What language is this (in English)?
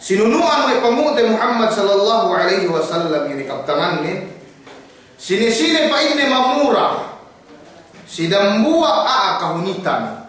Yakan